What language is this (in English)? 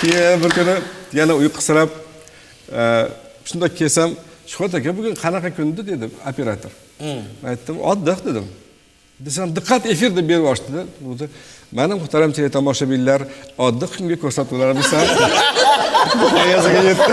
Uzbek